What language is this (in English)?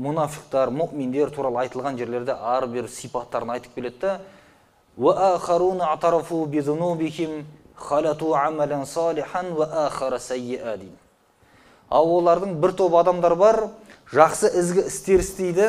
Kazakh